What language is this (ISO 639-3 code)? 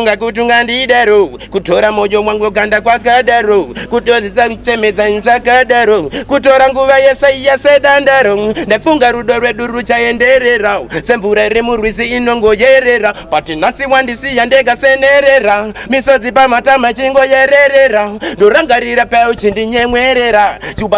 sna